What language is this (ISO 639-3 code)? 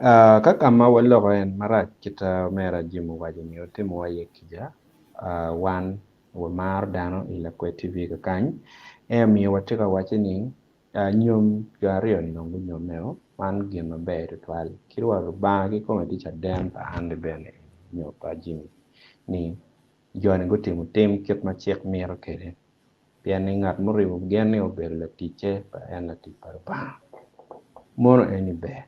ach